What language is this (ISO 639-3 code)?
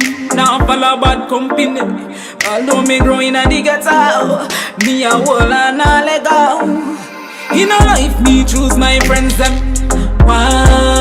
jam